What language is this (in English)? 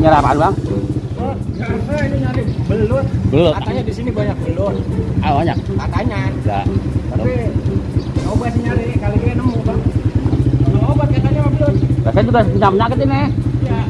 Betawi